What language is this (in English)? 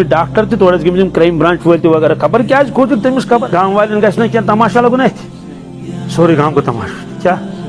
Kashmiri